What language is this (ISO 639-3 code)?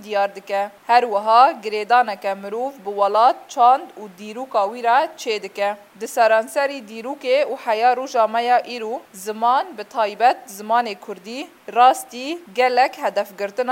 kur